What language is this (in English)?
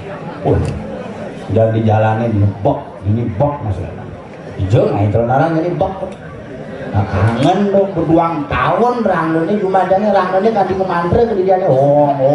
Balinese